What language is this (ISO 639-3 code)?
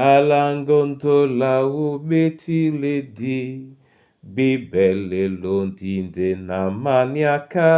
dua